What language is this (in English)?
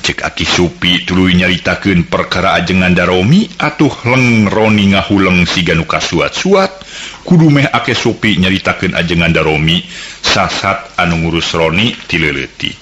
Sundanese